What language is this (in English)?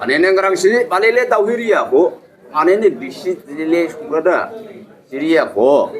Dimasa